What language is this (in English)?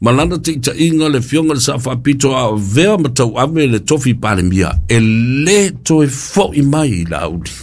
Samoan